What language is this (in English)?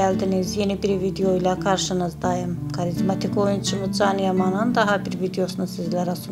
Turkish